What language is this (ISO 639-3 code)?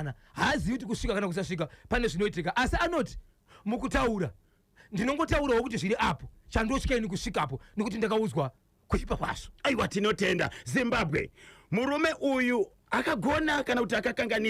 sna